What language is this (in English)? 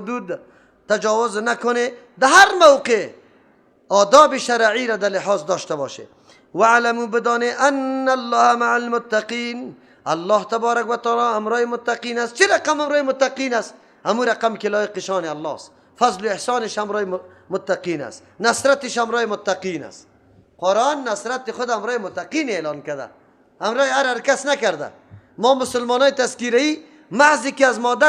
Persian